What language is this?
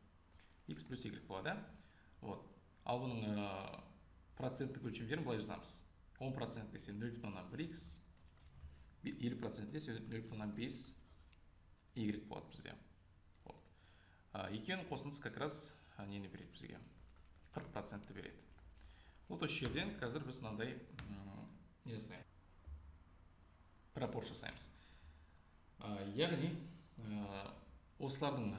Kazakh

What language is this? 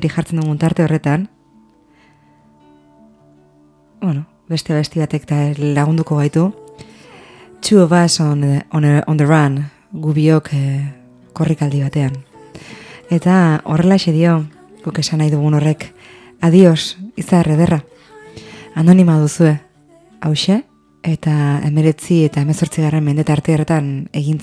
Basque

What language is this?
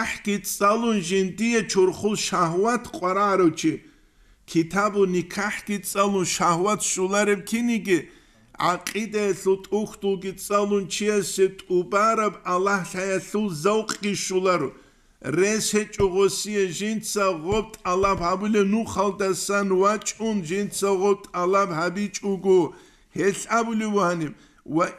Avaric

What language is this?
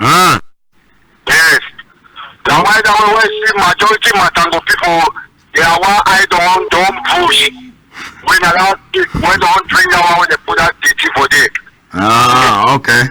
Cameroon Pidgin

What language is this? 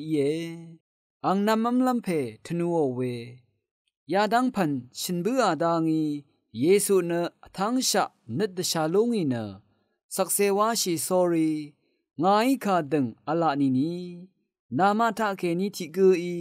Rawang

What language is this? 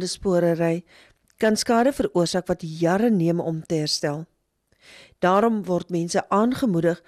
Afrikaans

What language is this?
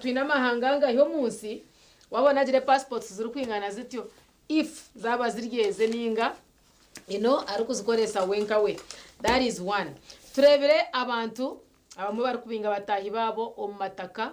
Nyankole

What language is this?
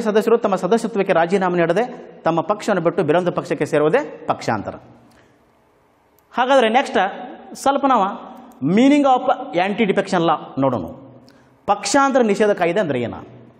Kannada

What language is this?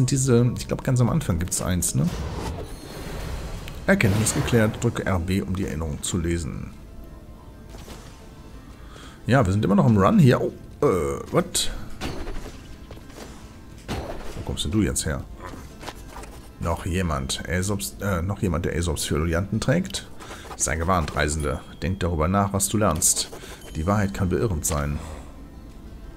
German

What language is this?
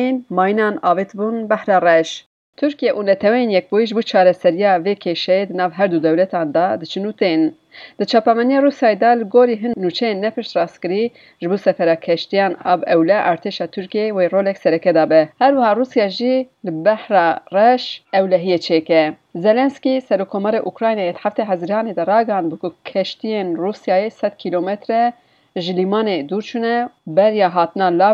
Kurdish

